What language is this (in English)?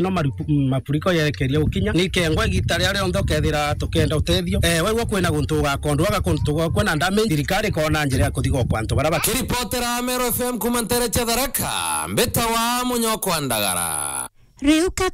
Meru